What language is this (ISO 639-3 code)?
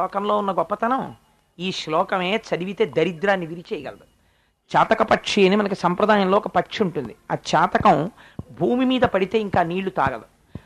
tel